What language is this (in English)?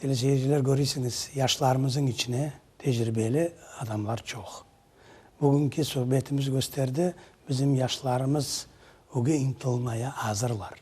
Crimean Tatar